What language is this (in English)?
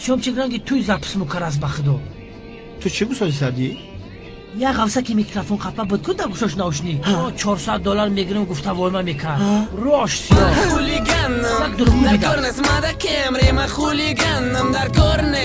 Tajik